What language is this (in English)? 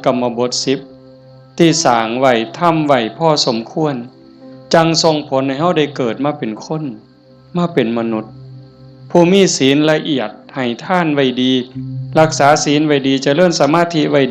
Northeastern Thai